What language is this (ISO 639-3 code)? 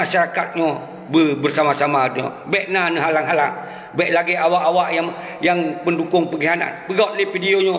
ace